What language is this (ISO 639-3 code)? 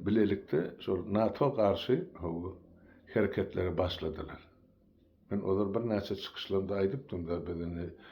tuk